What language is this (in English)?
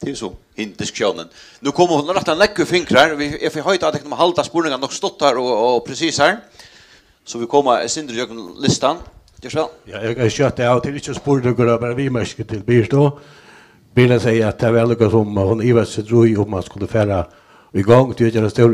Faroese